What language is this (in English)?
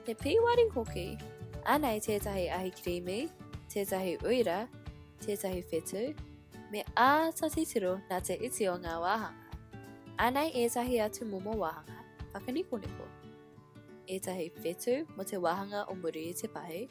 Māori